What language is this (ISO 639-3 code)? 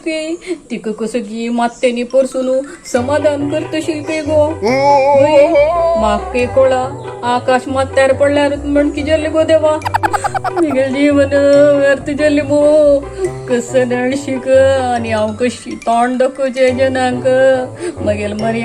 kok